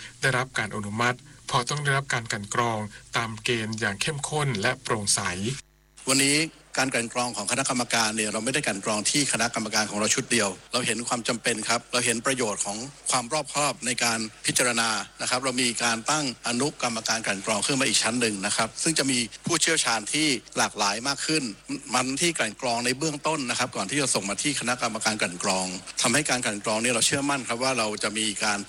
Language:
Thai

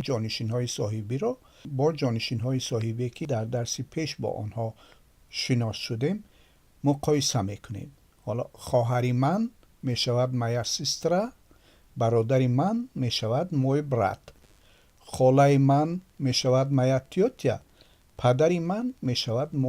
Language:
Tajik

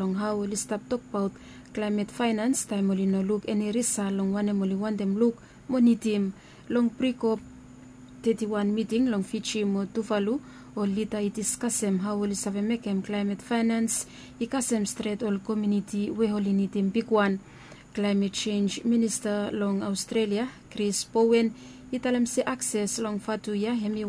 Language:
Bislama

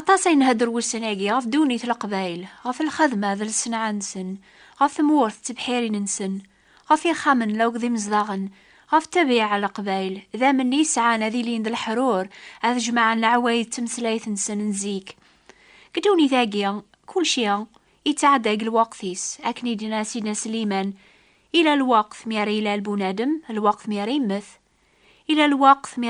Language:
Kabyle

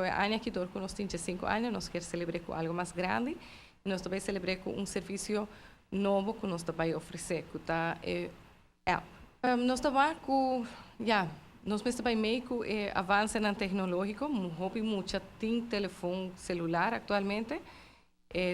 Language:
Papiamento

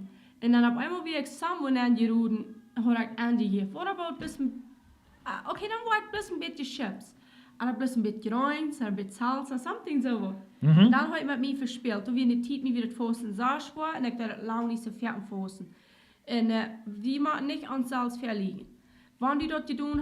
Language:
Plautdietsch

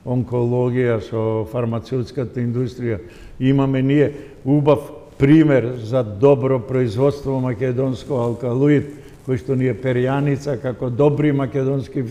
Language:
Macedonian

